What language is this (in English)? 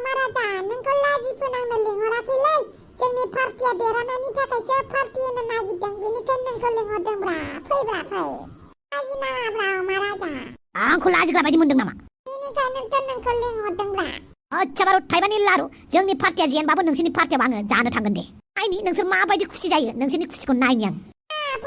Bodo